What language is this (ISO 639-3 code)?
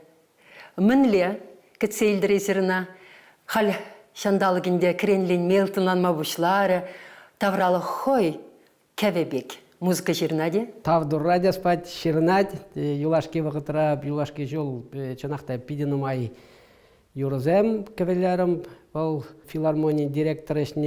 chv